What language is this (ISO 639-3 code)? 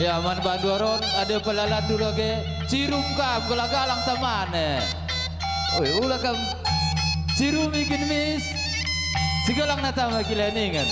btx